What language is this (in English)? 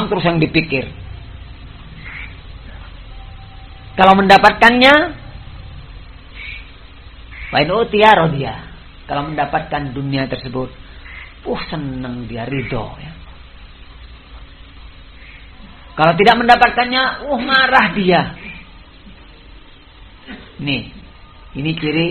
Indonesian